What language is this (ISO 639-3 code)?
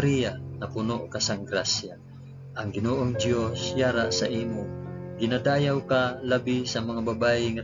hil